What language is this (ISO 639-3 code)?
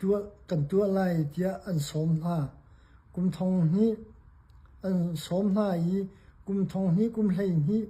cnh